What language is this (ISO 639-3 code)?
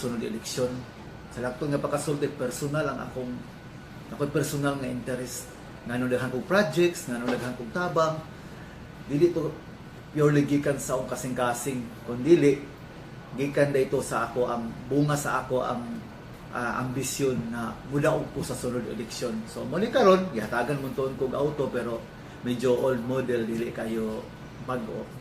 ceb